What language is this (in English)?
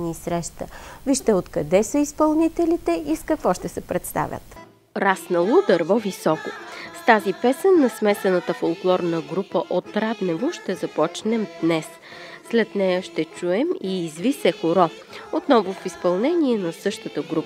Bulgarian